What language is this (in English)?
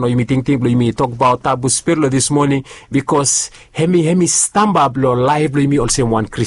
Bislama